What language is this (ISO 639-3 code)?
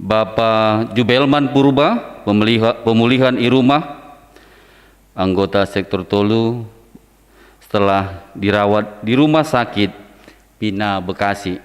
bts